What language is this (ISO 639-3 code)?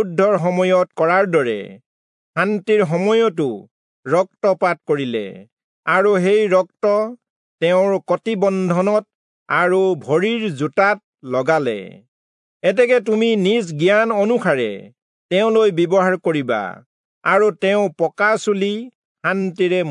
asm